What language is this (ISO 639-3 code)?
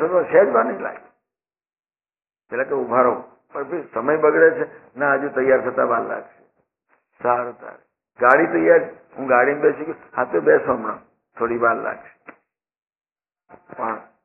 guj